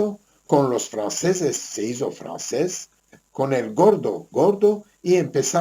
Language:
Ladino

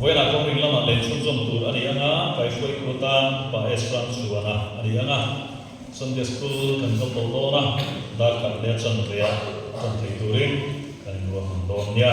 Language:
Mizo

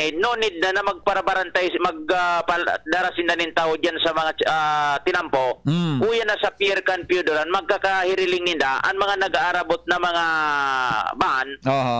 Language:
Bikol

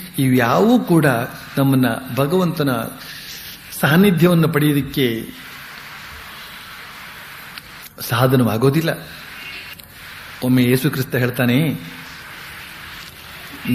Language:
Kannada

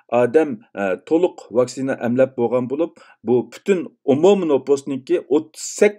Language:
Uyghur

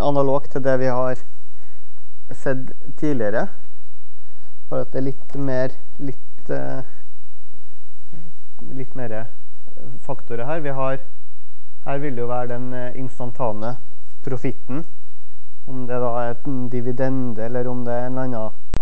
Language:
Norwegian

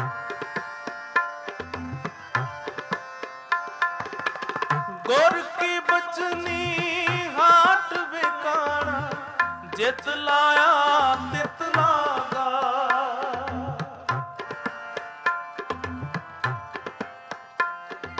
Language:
Punjabi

